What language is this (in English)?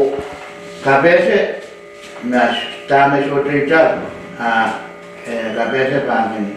Pohnpeian